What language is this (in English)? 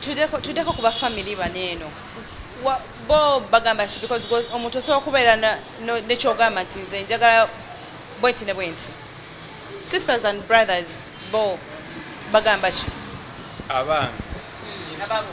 Ganda